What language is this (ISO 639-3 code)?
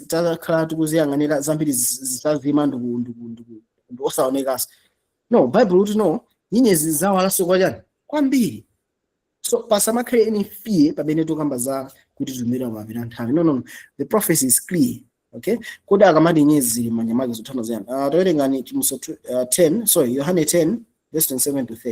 nya